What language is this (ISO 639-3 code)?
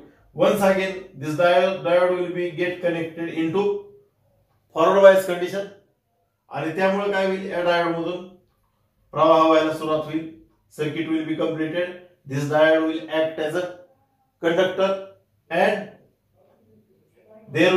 mar